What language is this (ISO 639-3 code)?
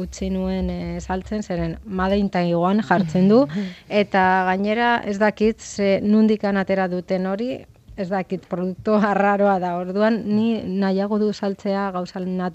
eus